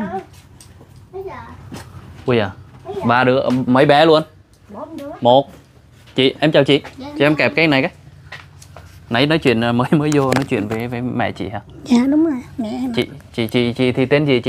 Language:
Vietnamese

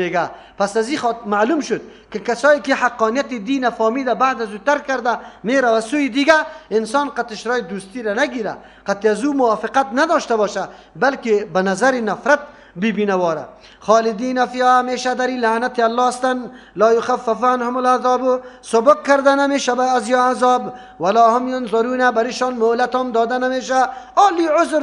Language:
Persian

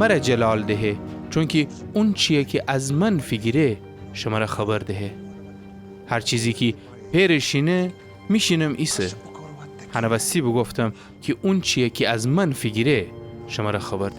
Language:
Gilaki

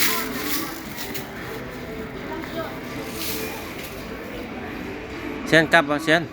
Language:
Lao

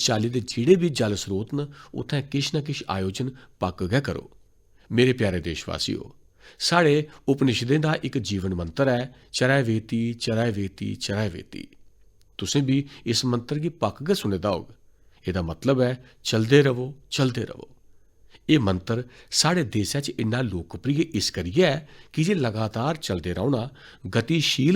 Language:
Dogri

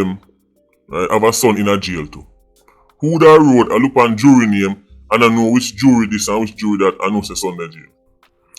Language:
Jamaican Creole English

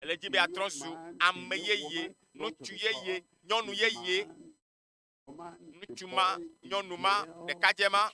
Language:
Ewe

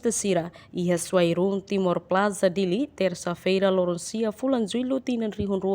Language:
Tetum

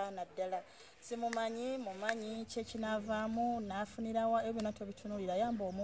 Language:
Ganda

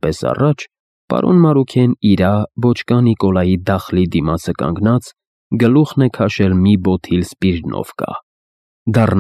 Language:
Armenian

